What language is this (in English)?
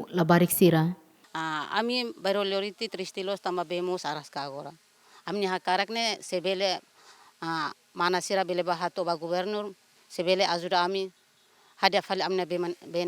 Tetum